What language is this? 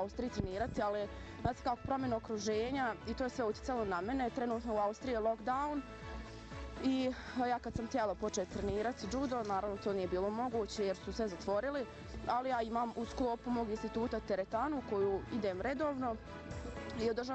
Bosnian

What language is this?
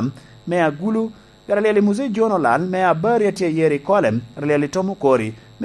Lango (Uganda)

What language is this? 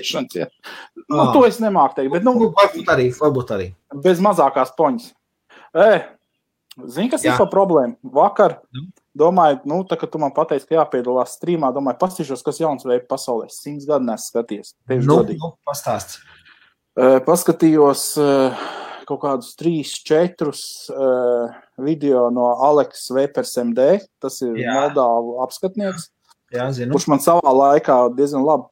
Latvian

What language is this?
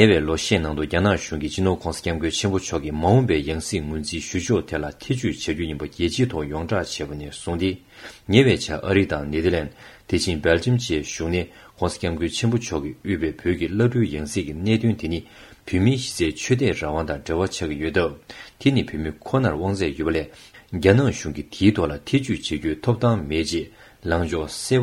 Tibetan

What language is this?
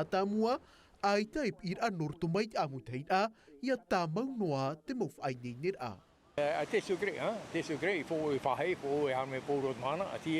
Tahitian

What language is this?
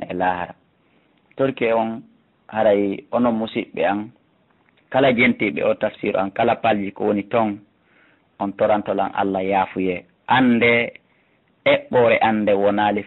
Fula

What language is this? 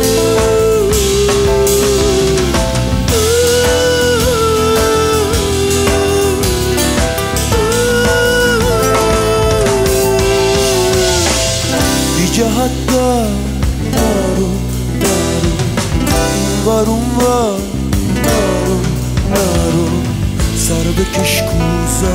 Persian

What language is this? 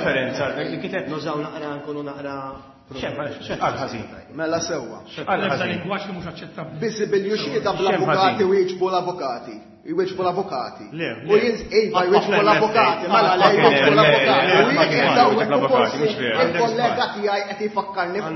Maltese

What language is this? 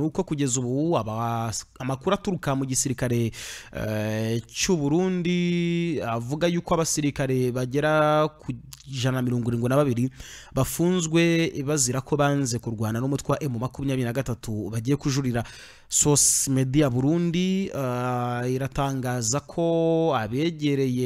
Kinyarwanda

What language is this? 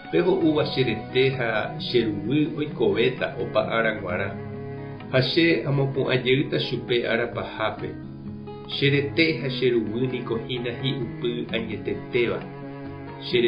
Guarani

